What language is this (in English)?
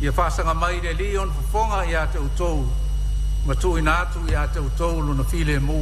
Samoan